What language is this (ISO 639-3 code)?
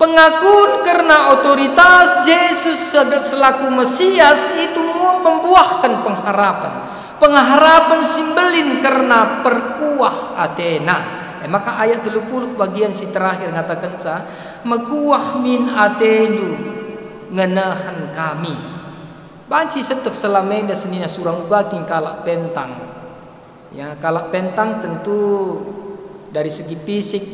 btx